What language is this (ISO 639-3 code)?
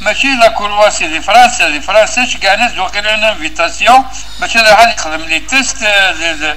kab